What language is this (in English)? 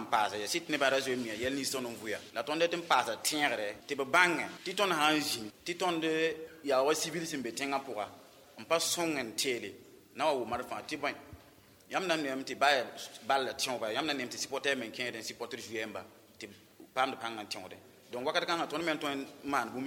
Mossi